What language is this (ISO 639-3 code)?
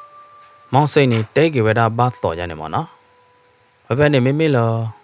ksw